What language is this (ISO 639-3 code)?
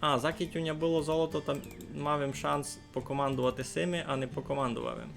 rue